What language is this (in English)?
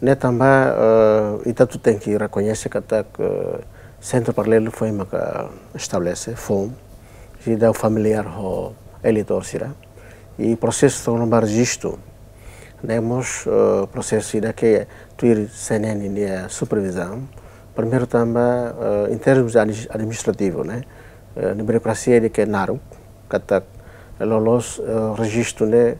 Tetum